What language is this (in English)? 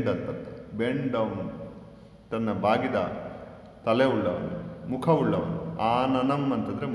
Kannada